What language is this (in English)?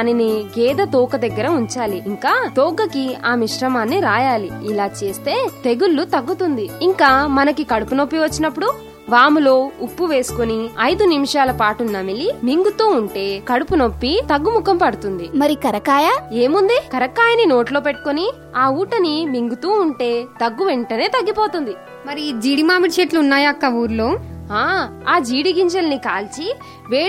Telugu